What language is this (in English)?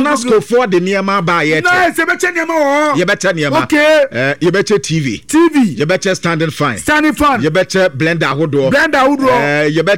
Akan